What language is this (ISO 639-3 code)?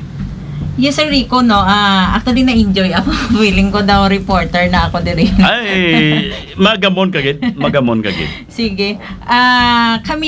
hil